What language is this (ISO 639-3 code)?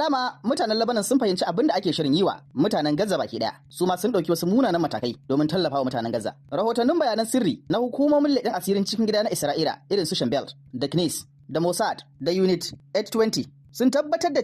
hau